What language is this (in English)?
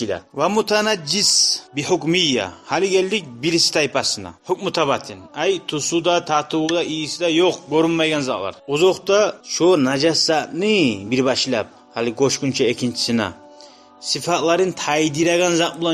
Kumyk